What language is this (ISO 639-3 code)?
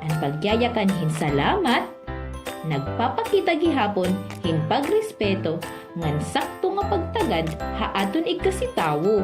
war